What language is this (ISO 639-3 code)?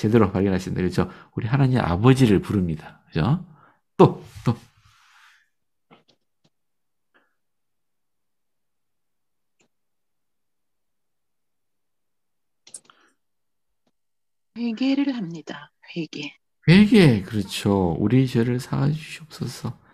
kor